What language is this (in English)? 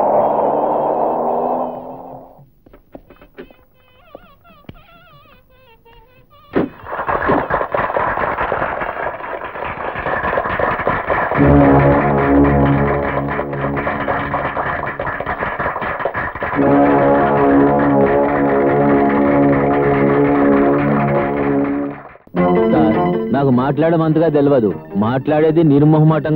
Telugu